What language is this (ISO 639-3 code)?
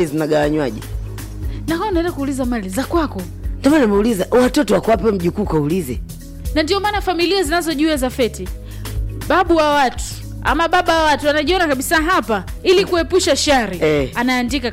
swa